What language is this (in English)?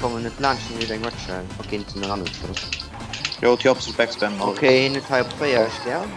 Luxembourgish